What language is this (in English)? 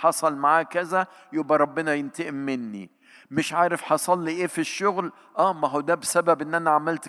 Egyptian Arabic